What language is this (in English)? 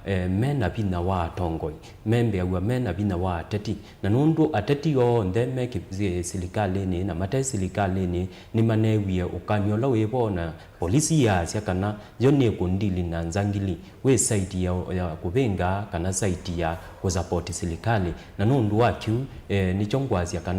Kamba